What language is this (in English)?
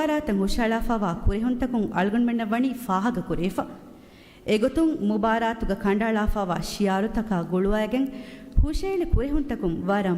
Divehi